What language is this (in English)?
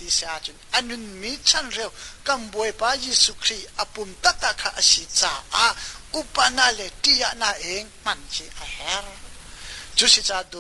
Hakha Chin